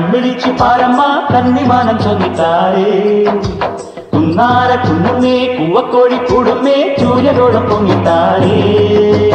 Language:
Malayalam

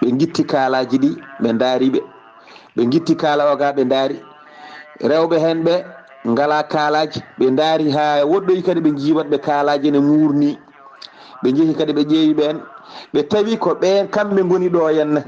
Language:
Fula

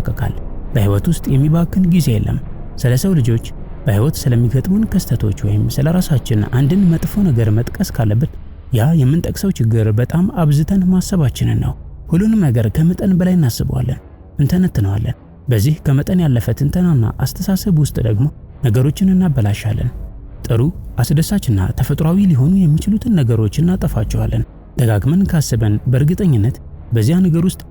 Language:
Amharic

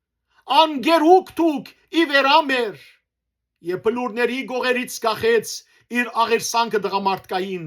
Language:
Western Armenian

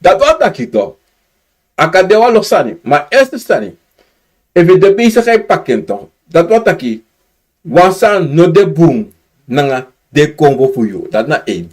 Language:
Sranan Tongo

